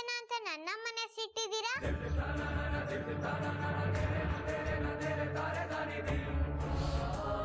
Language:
Kannada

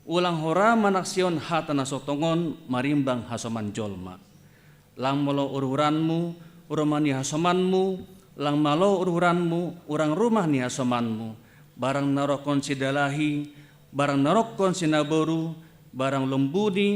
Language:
Batak Simalungun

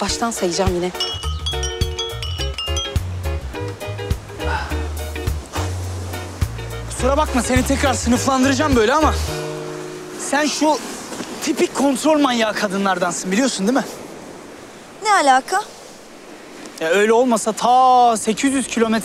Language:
Turkish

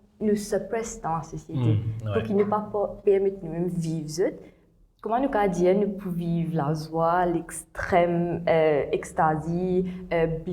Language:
Morisyen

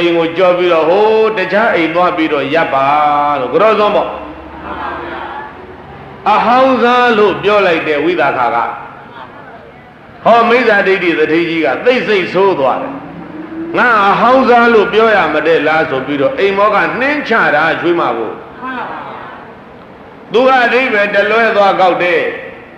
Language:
Burmese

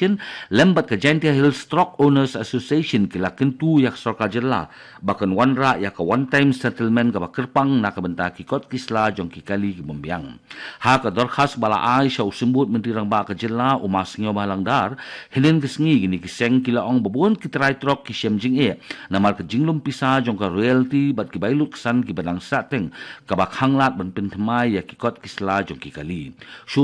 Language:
Khasi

